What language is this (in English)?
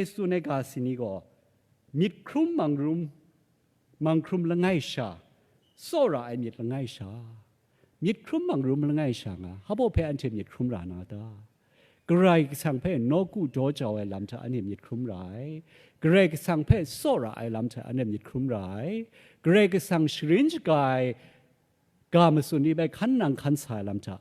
Kachin